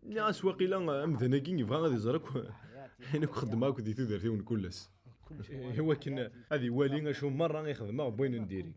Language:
Kabyle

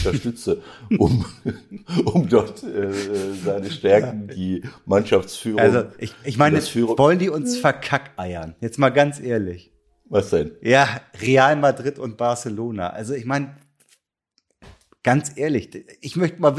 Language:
German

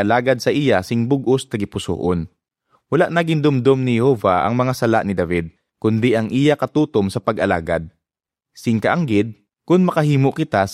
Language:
Hiligaynon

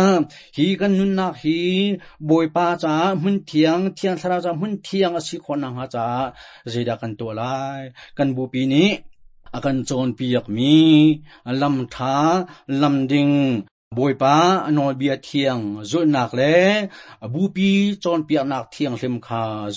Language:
Hakha Chin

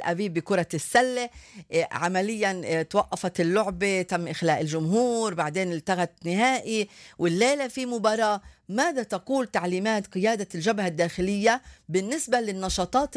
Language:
North Levantine Arabic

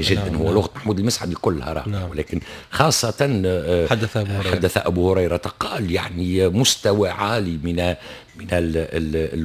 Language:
Tunisian Arabic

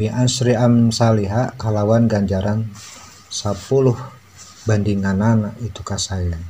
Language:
Sundanese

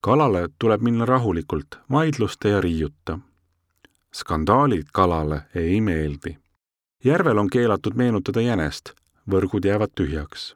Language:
Estonian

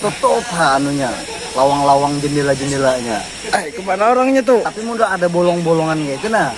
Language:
Banjar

